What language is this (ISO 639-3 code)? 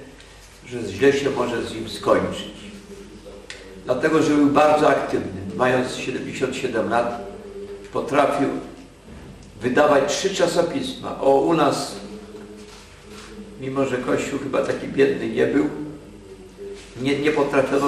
pol